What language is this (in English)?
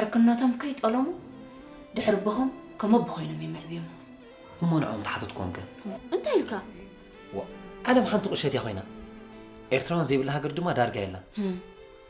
Tigrinya